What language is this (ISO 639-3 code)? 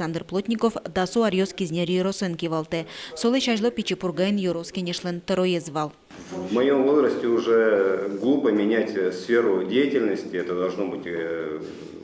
udm